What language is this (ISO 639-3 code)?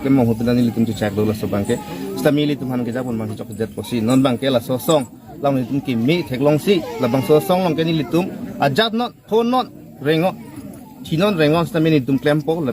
mjw